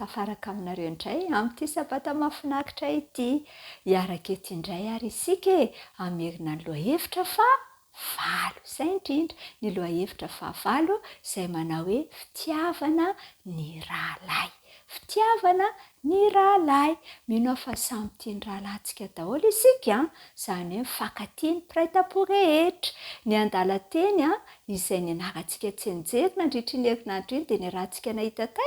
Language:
Malagasy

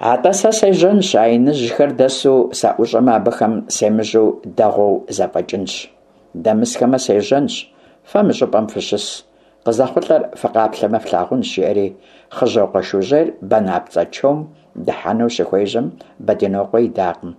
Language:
Kabardian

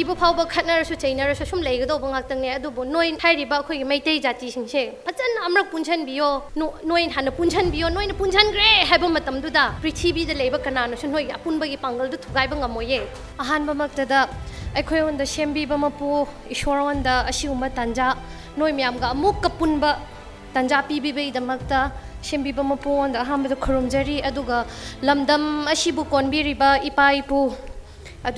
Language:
Manipuri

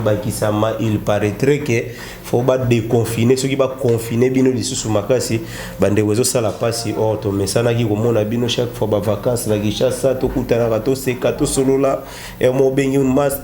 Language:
Lingala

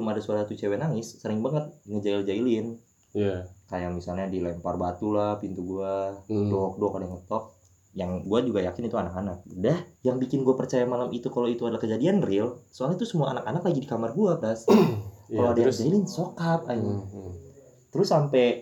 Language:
Indonesian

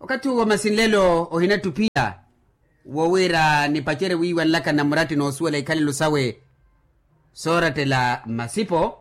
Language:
Makhuwa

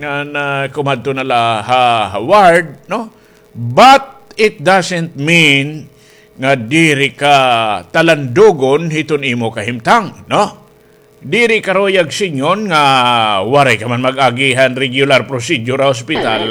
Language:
Waray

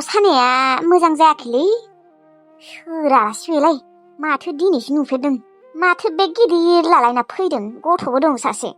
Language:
Bodo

